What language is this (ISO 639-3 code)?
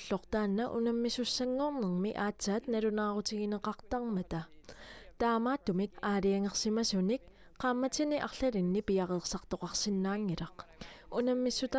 kal